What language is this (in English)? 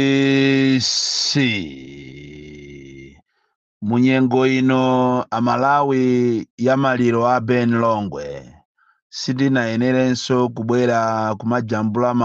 Nyanja